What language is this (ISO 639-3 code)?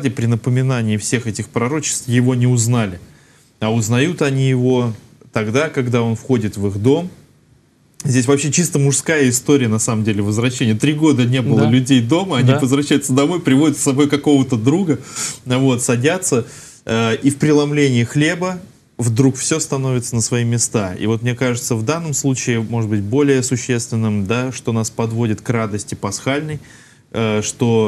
rus